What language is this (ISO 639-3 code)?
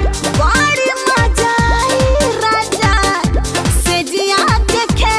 bho